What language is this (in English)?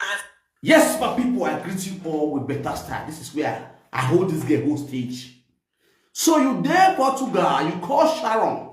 Nigerian Pidgin